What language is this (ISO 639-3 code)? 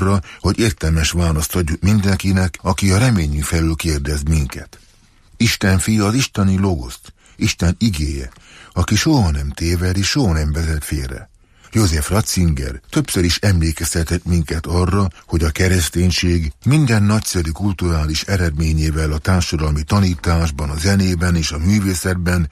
hun